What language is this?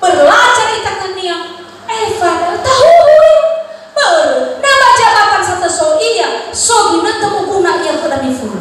Nias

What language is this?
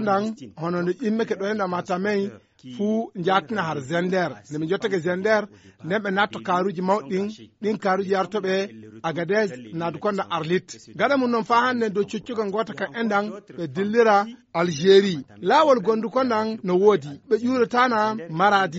Fula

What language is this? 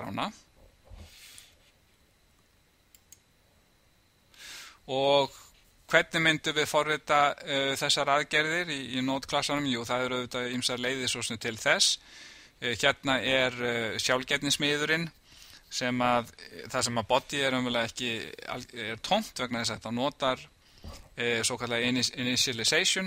Icelandic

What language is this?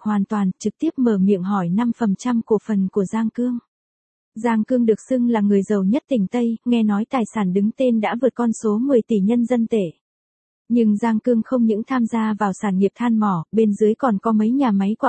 Vietnamese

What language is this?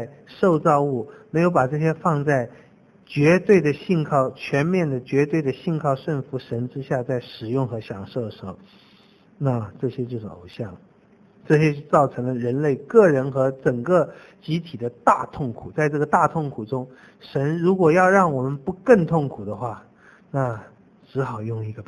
Chinese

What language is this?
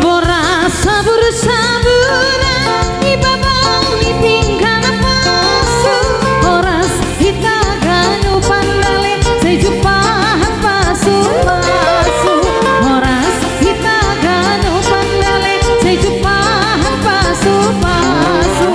Batak Toba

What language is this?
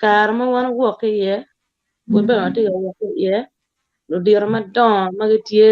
Acoli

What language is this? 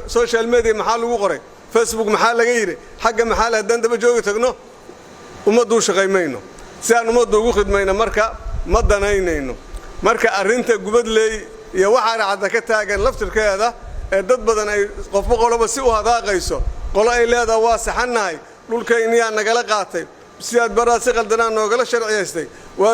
Somali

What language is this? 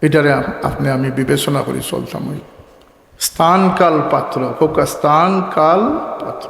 Sylheti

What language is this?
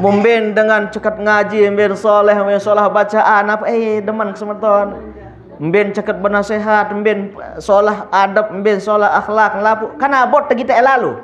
Sasak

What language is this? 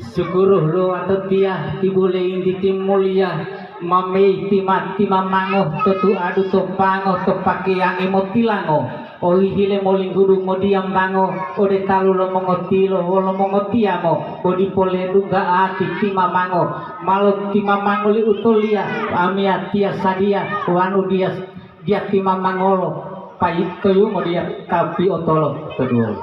Gorontalo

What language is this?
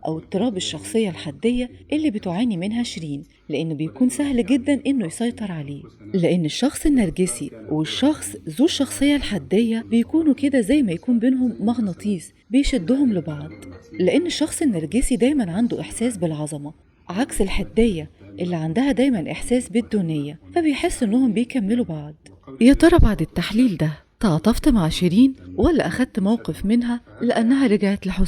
Egyptian Arabic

